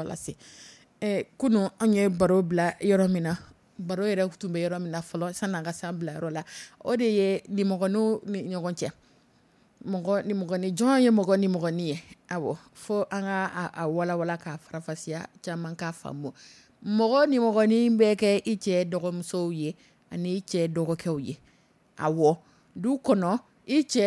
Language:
Dyula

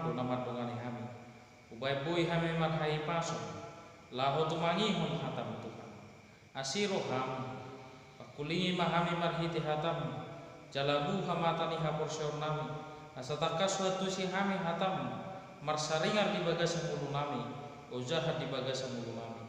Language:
Batak Toba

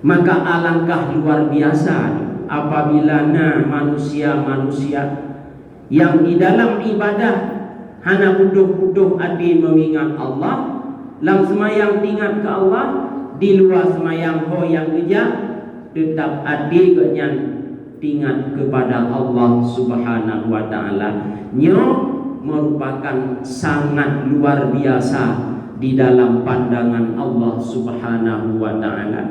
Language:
Achinese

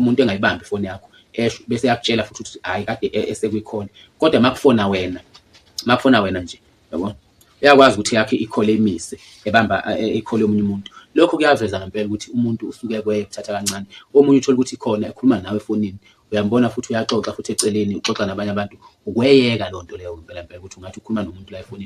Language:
Zulu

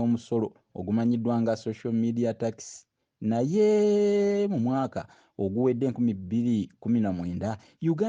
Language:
Ganda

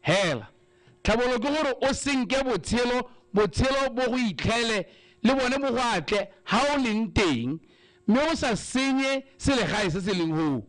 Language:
Tswana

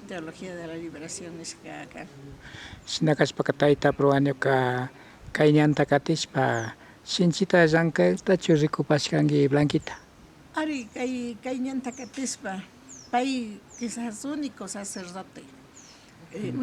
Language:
Imbabura Highland Quichua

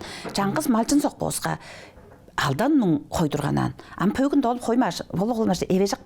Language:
Tuvinian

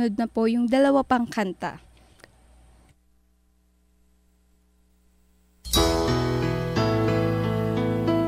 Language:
Filipino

